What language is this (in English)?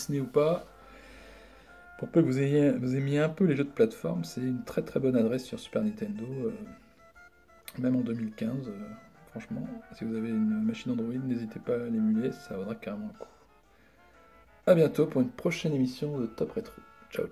French